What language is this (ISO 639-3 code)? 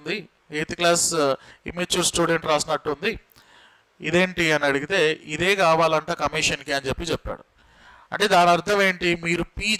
tel